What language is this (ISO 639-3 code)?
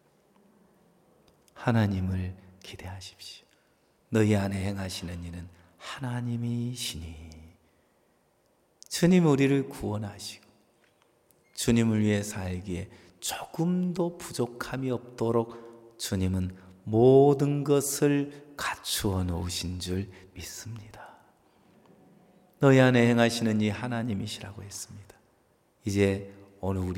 kor